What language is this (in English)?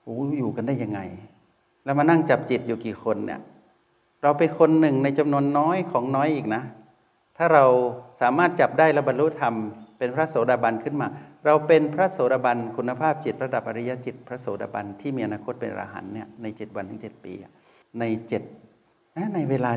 Thai